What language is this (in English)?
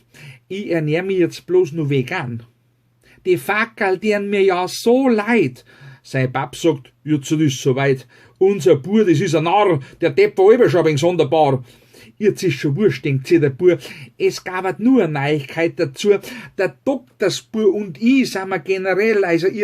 Bavarian